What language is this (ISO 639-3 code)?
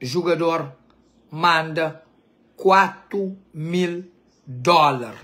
kea